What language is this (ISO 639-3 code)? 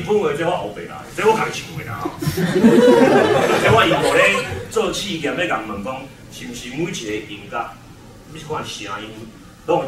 nan